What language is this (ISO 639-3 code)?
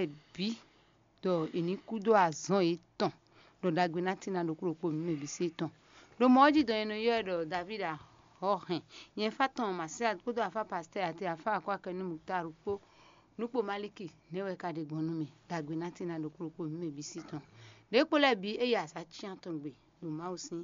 fon